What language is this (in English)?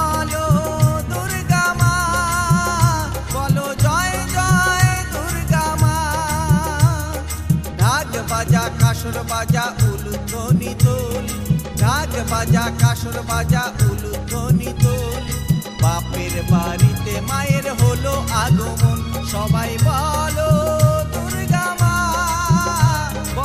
Bangla